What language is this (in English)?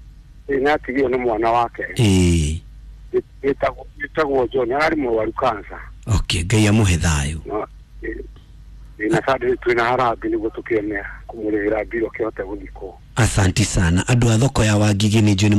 Kikuyu